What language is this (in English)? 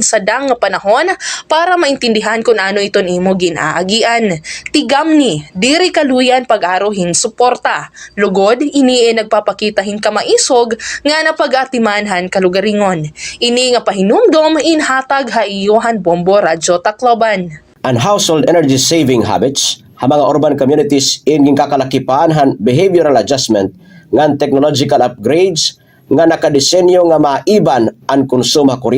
Waray